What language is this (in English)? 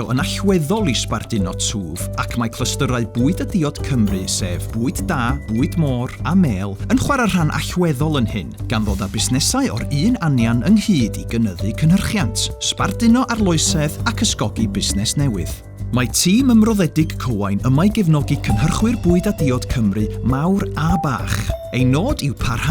Welsh